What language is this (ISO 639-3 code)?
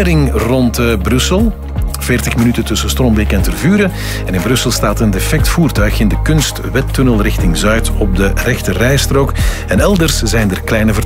nld